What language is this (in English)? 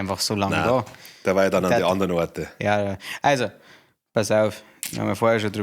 Bavarian